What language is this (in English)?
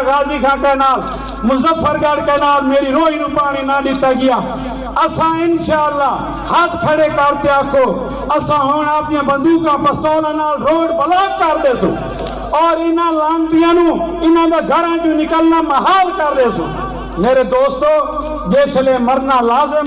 Saraiki